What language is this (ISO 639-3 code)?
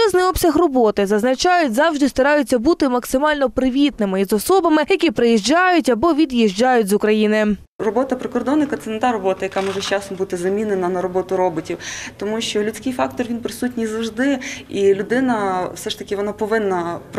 ukr